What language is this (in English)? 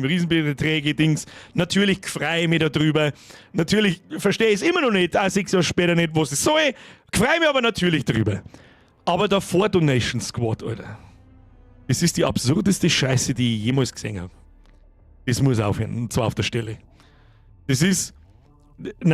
Bavarian